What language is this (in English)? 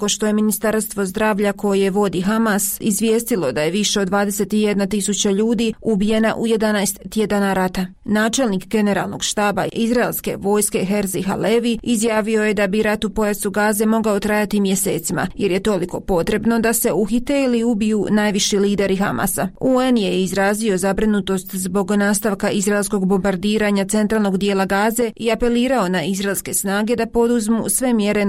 Bosnian